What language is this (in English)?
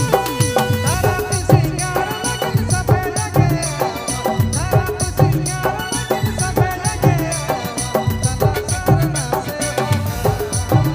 Sadri